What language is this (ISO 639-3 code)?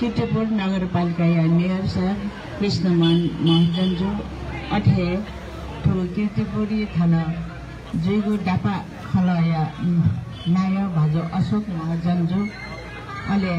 new